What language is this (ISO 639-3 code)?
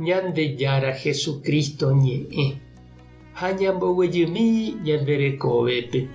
grn